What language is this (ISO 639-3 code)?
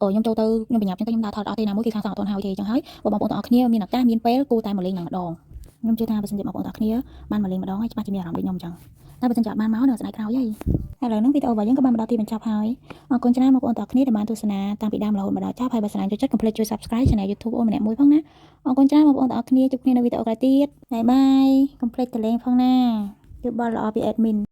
khm